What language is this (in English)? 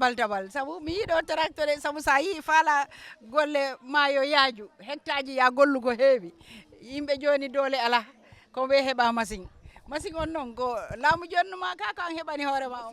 Fula